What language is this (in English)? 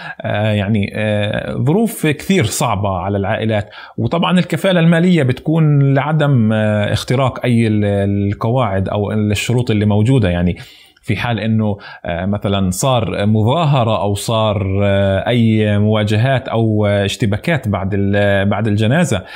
North Levantine Arabic